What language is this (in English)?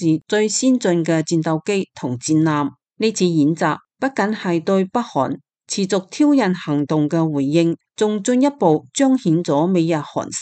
Cantonese